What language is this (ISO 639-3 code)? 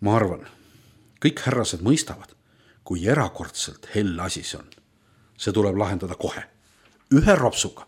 est